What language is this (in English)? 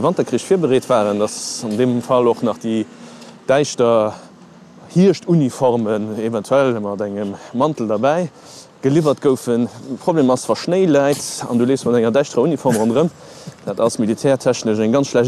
Luxembourgish